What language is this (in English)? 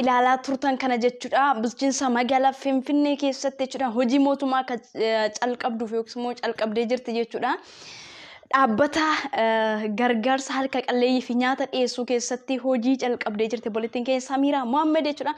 Oromo